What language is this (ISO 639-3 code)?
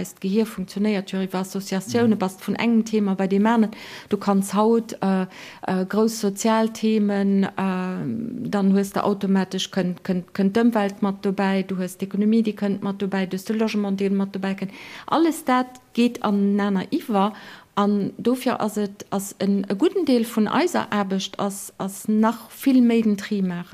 ltz